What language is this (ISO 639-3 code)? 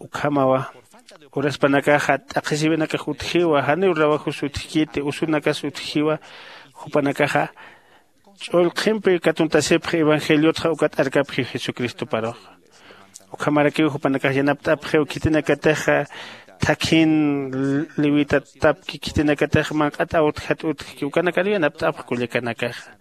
aym